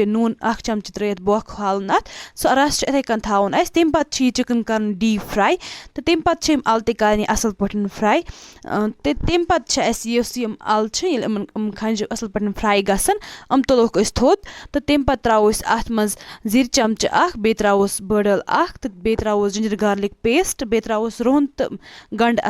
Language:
Kashmiri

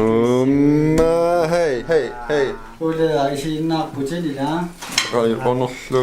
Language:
Kalaallisut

